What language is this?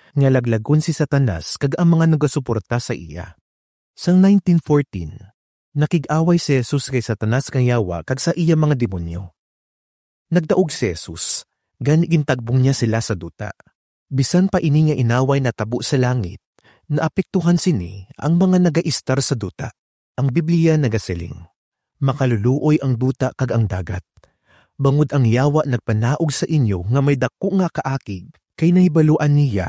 Hiligaynon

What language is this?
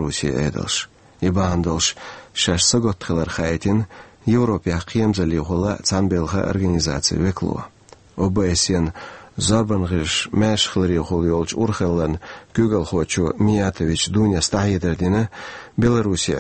Chechen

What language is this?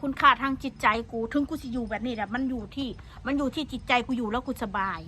Northeastern Thai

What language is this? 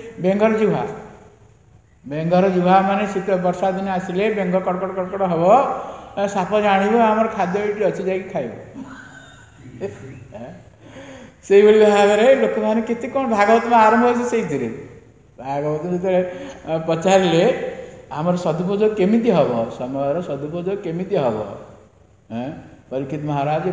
Odia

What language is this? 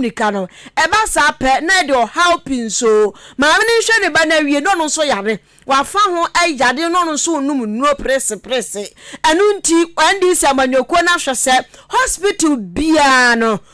Akan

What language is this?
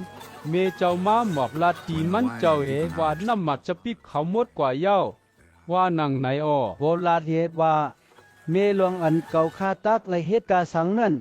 Shan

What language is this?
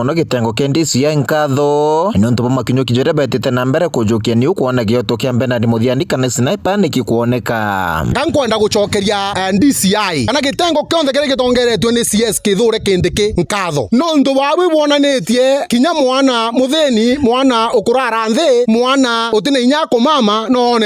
Meru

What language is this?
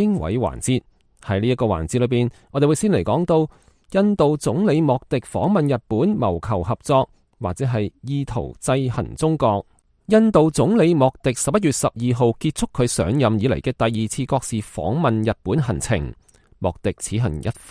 Cantonese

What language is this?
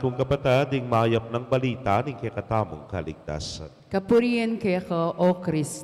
Pampanga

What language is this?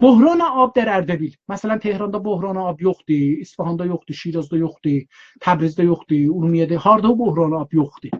South Azerbaijani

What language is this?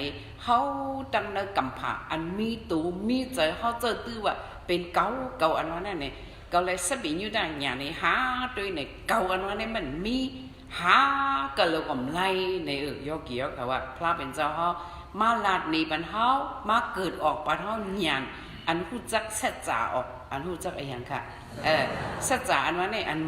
Shan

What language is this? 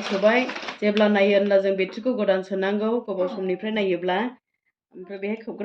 Bodo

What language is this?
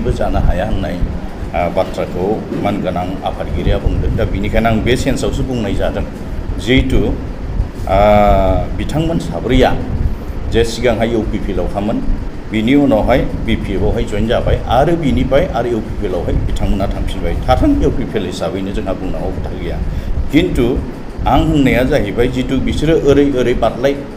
Bodo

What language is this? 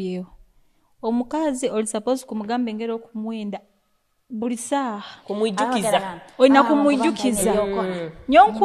Nyoro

